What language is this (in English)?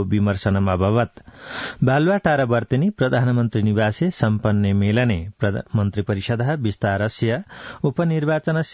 Sanskrit